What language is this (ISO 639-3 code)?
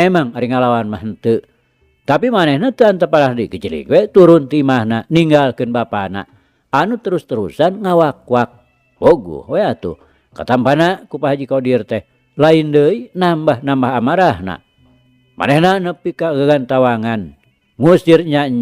sun